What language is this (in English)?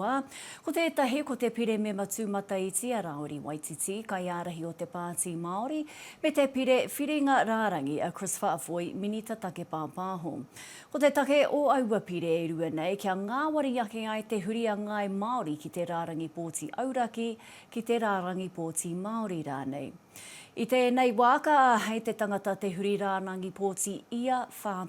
Māori